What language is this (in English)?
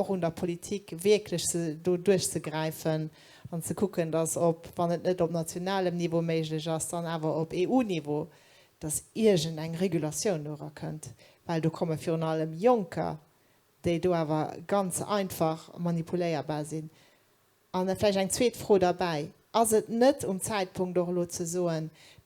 Luxembourgish